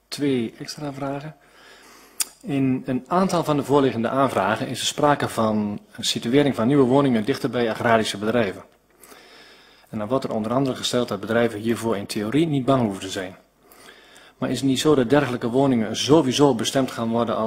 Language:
Dutch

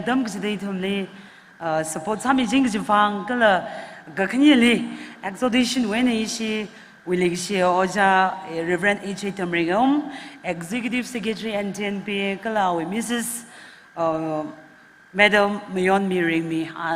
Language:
Tangkhul Naga (India)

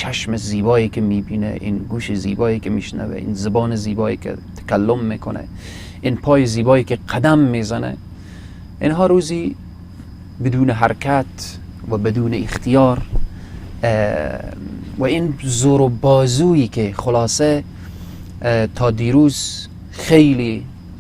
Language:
Persian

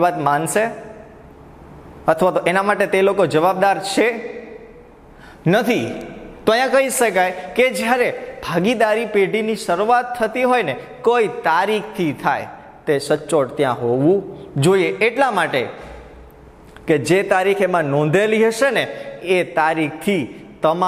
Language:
Gujarati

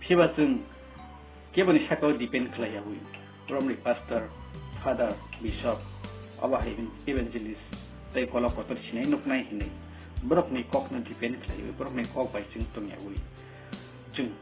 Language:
Kok Borok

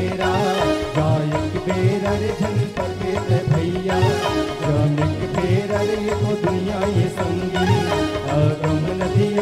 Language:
Chhattisgarhi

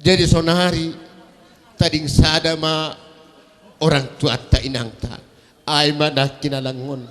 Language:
Batak Simalungun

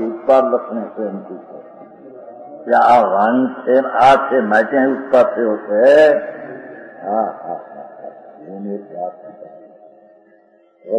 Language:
Gujarati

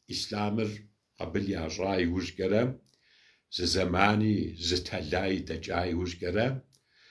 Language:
Kabardian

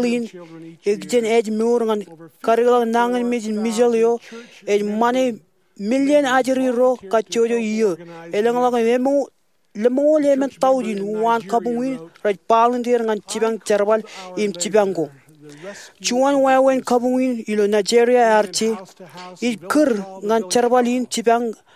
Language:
Marshallese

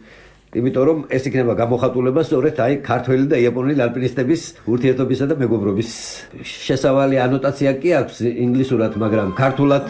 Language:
Georgian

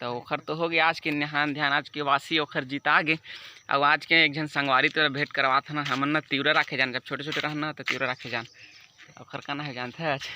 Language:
Chhattisgarhi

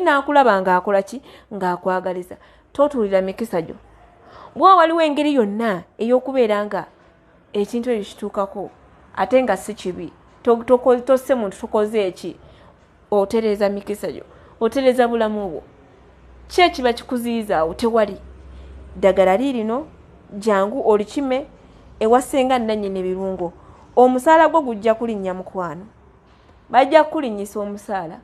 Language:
Ganda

